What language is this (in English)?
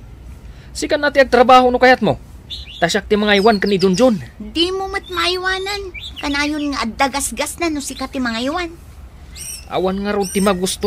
Iloko